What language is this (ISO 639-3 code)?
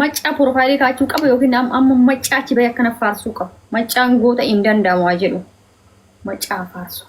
orm